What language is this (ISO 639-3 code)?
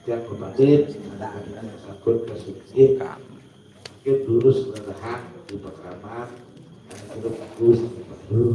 ban